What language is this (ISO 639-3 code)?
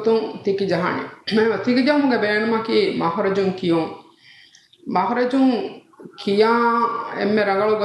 div